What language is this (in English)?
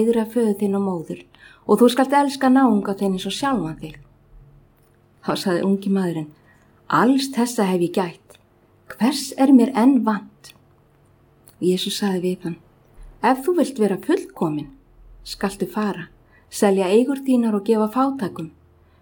Icelandic